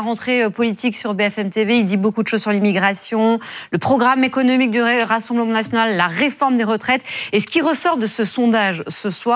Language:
French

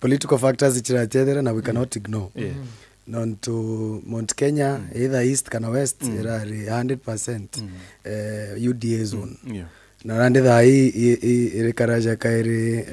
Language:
Meru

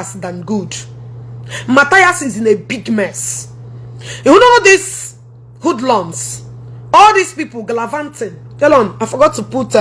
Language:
Igbo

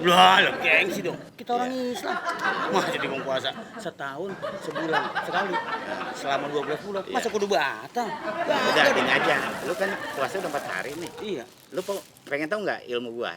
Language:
Betawi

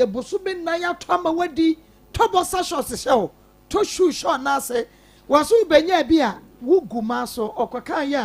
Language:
Akan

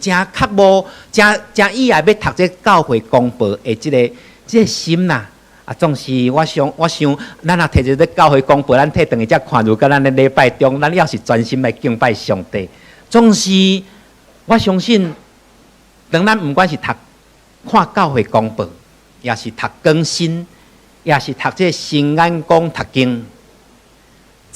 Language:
Min Nan Chinese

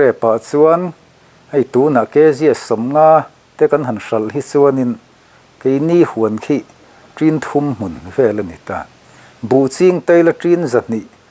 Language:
Mizo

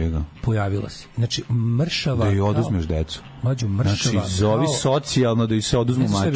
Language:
Serbian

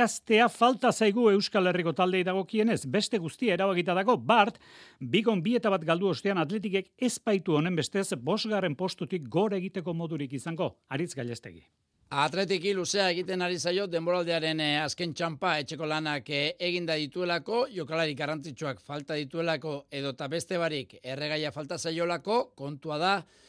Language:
Basque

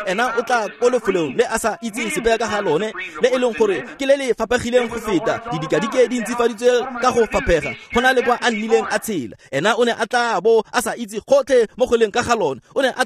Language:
Tswana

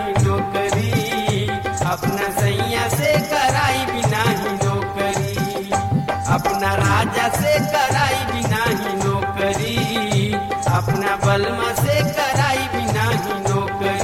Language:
Bhojpuri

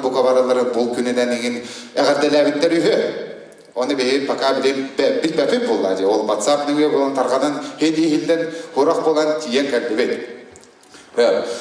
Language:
Yakut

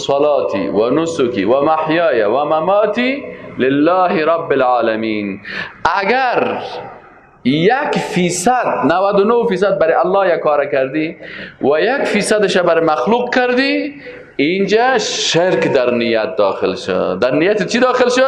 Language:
Persian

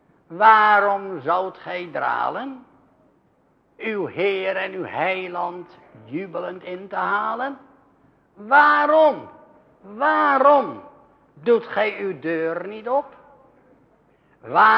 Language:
Dutch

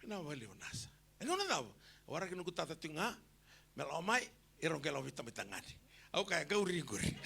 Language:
Fijian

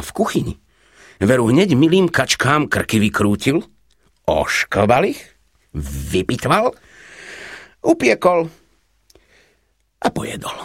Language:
Slovak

